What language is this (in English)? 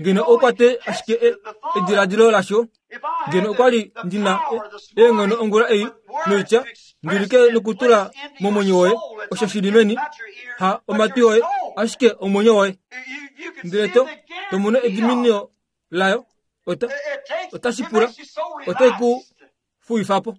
Kuanyama